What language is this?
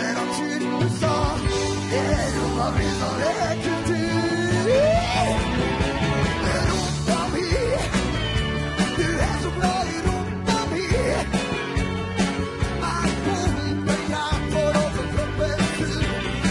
Norwegian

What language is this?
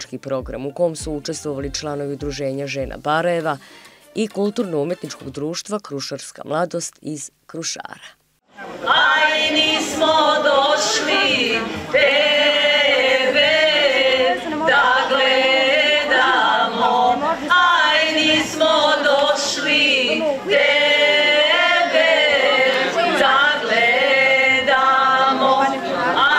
Serbian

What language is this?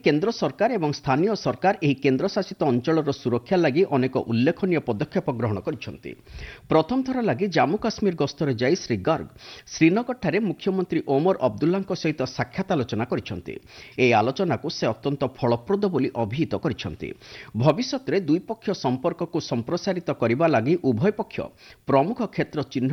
Odia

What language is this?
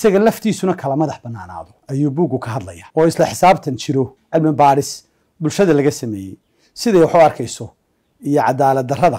Somali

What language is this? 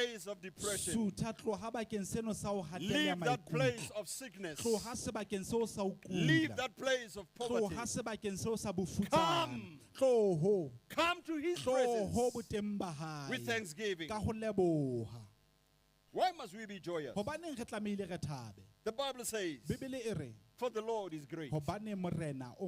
Southern Sotho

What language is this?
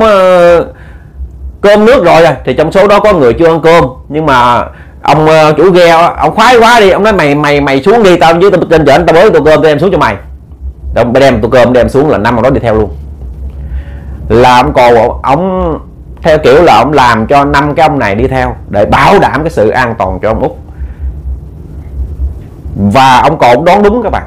Vietnamese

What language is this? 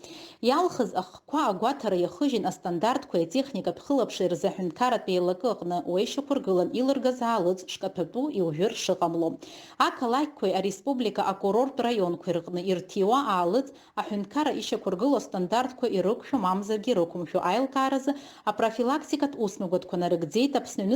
Abkhazian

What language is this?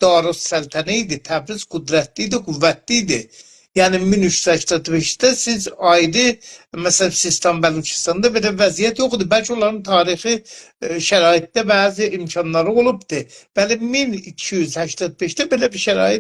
South Azerbaijani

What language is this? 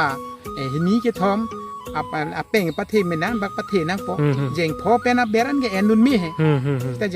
Karbi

